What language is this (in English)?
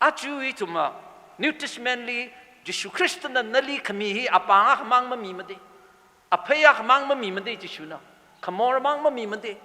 Tangkhul Naga (India)